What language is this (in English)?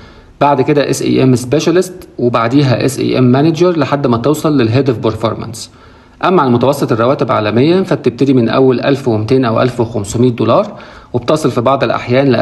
Egyptian Arabic